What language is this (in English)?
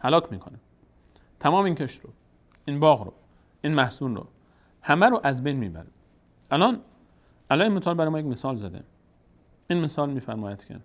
Persian